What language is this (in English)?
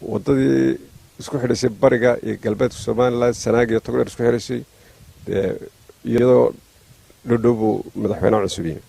Somali